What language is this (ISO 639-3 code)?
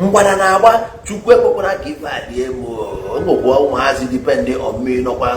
ibo